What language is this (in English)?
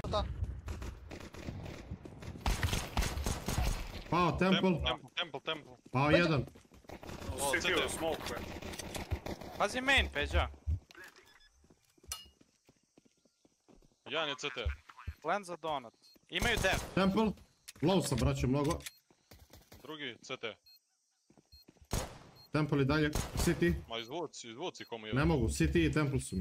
Serbian